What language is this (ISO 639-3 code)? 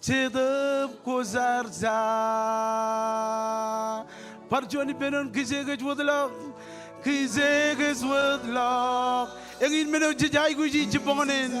mah